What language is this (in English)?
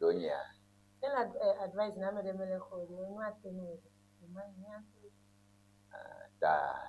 Ewe